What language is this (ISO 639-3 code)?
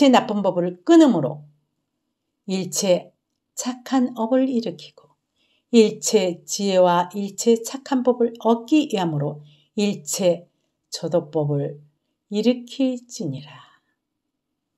kor